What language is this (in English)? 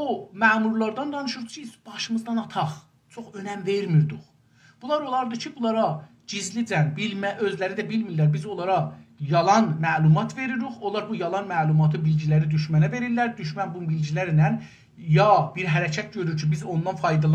South Azerbaijani